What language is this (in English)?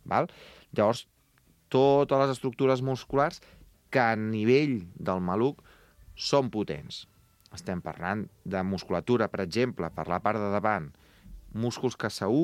Catalan